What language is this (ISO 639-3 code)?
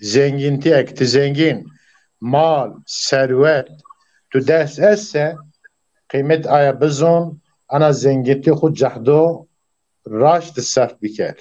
zza